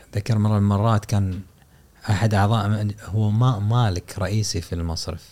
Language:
Gulf Arabic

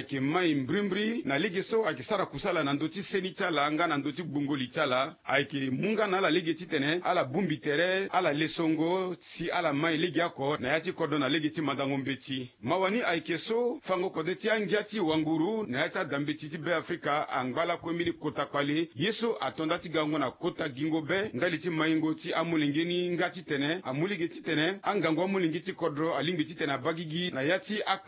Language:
Sango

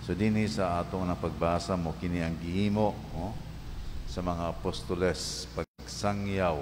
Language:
Cebuano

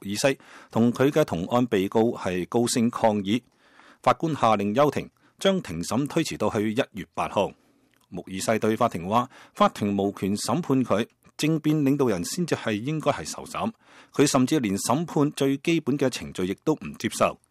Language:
Cantonese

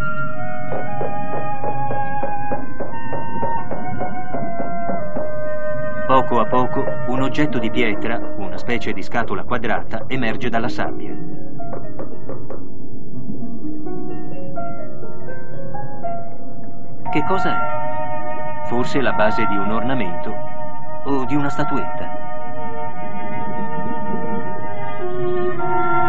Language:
Italian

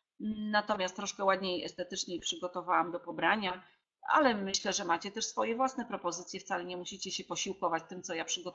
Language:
Polish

